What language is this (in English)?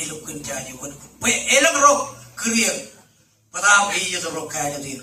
Marshallese